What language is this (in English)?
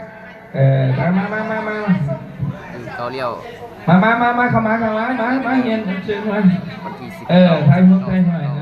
Lao